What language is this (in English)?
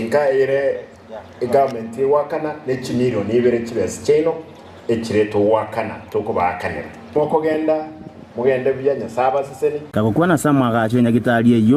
Gusii